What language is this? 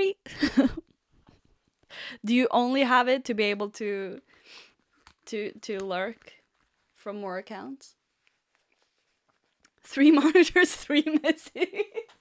English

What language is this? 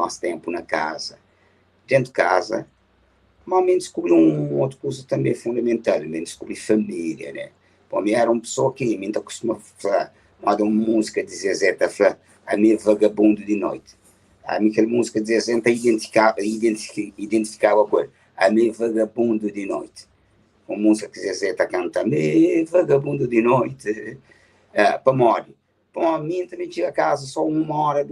Kabuverdianu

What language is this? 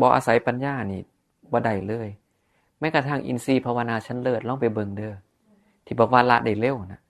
Northeastern Thai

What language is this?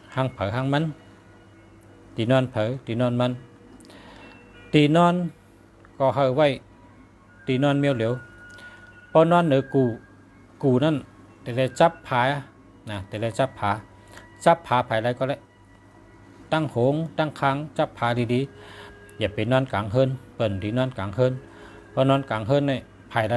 Shan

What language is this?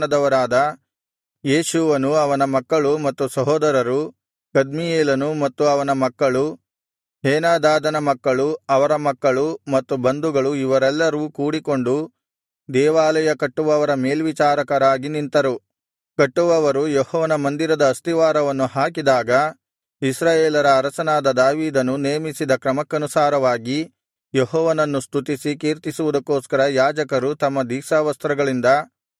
Kannada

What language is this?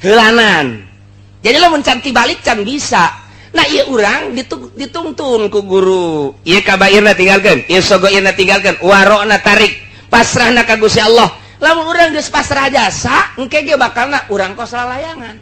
Sundanese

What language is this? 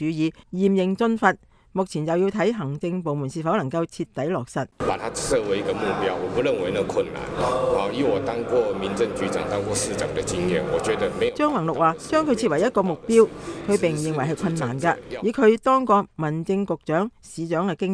Cantonese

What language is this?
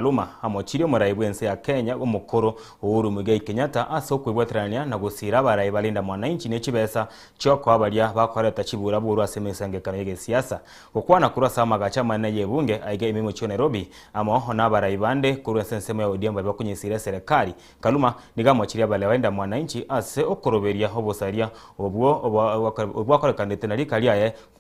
Gusii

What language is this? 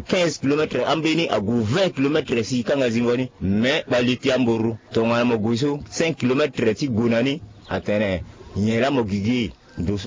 Sango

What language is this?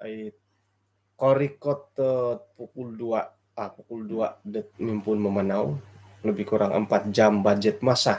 Central Dusun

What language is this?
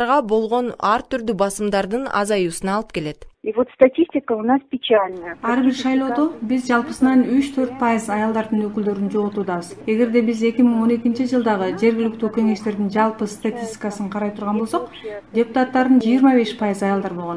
Kyrgyz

